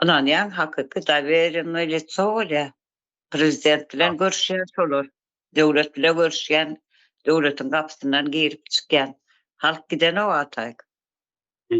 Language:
Turkmen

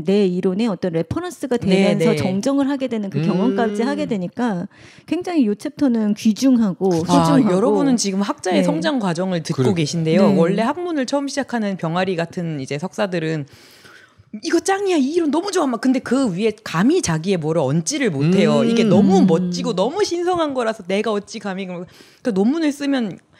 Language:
Korean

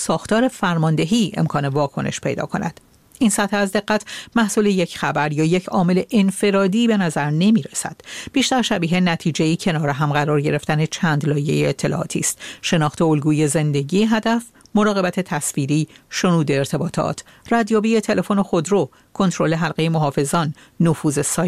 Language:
Persian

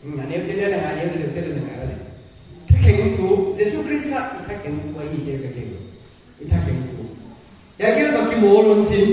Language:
Paite Chin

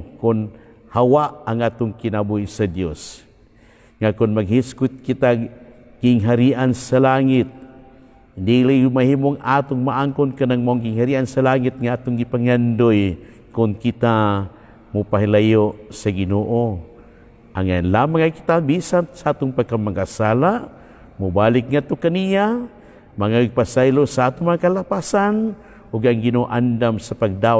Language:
Cebuano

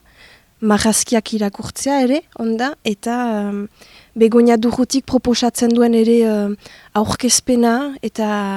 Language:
Basque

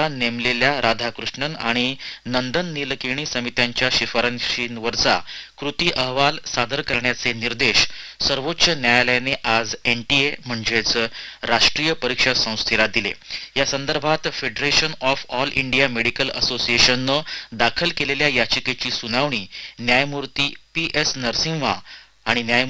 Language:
Marathi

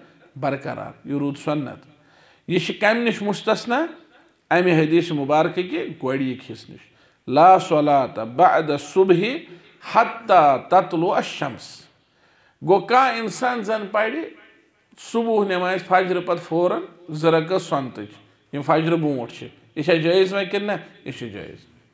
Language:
Kashmiri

